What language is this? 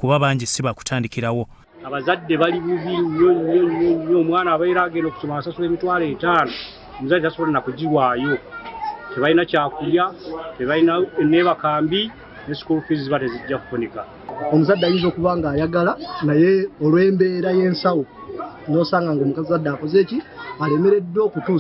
Ganda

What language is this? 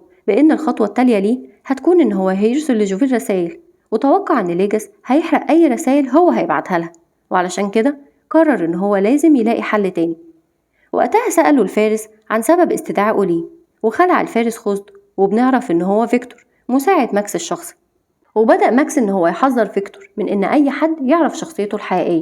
Egyptian Arabic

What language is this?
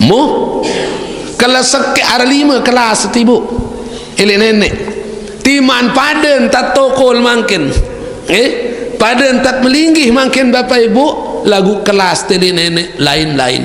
Sasak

